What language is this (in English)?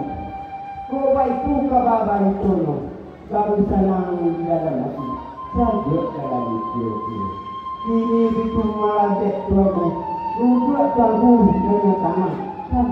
Minangkabau